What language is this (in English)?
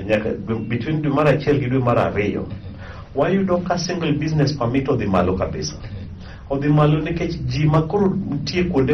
Luo (Kenya and Tanzania)